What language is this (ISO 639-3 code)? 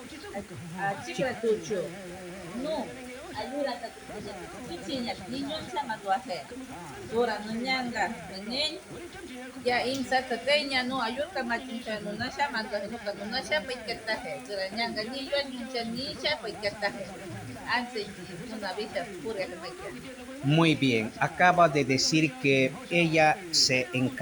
jiv